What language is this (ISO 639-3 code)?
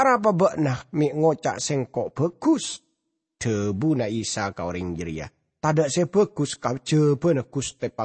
mad